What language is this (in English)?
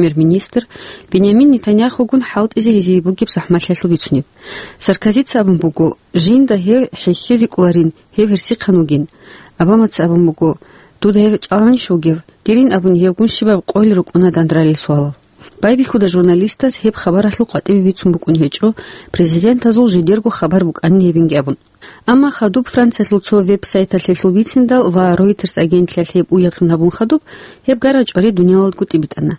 Avaric